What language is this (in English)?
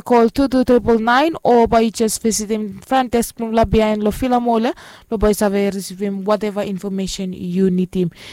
Bislama